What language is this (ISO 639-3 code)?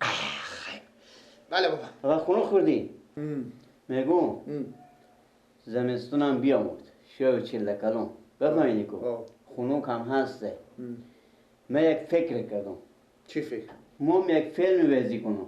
fas